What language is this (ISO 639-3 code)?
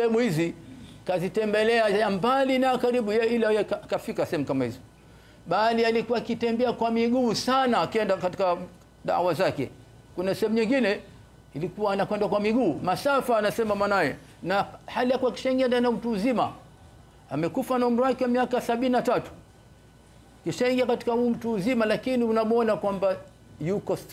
swa